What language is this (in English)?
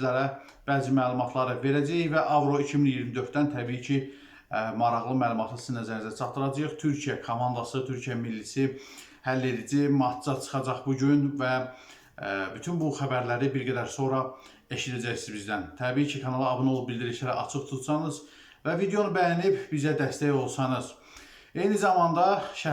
Azerbaijani